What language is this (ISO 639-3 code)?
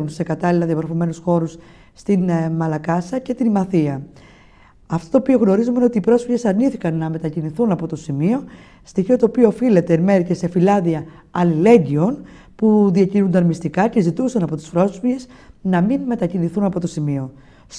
ell